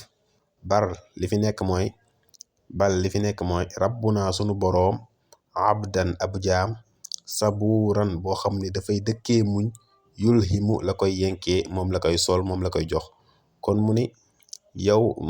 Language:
Wolof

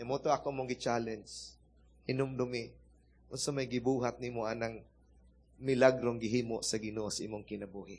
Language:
Cebuano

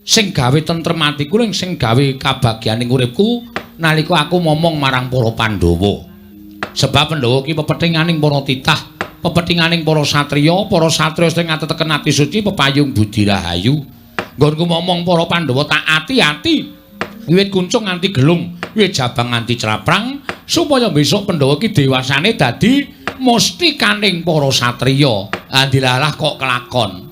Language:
Javanese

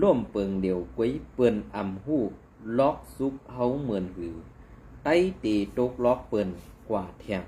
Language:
Shan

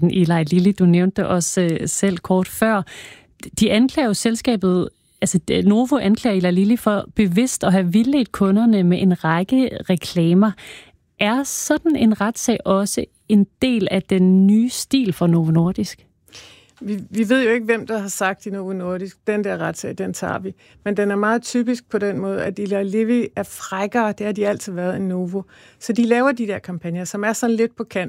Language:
Danish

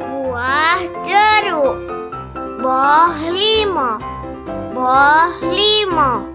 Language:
Achinese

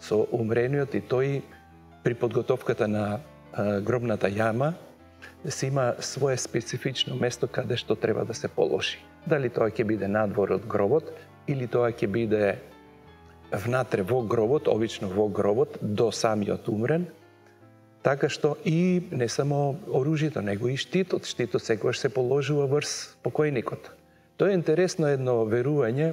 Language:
Macedonian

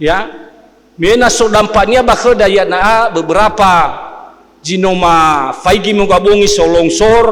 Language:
Nias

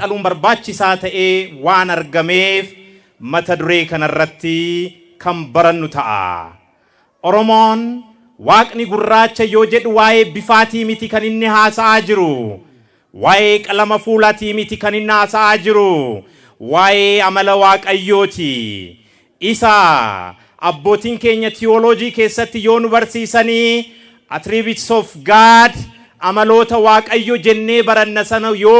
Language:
Oromo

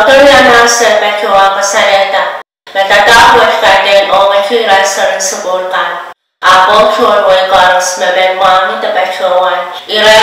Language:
Pohnpeian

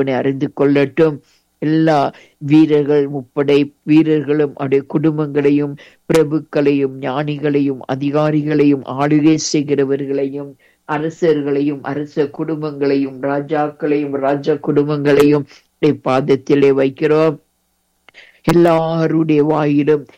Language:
Tamil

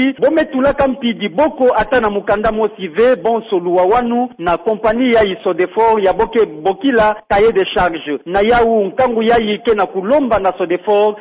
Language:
Kituba (Democratic Republic of Congo)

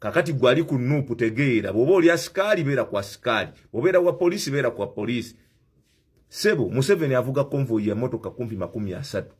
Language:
Ganda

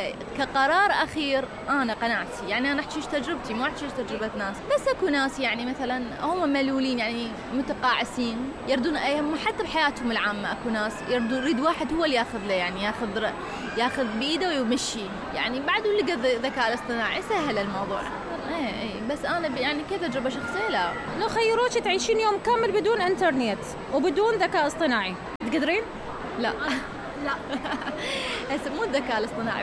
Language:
Mesopotamian Arabic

